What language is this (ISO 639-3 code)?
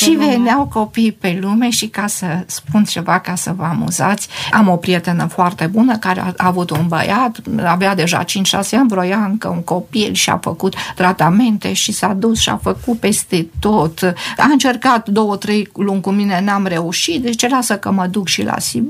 ron